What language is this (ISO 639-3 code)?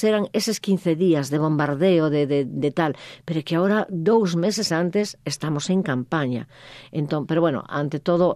glg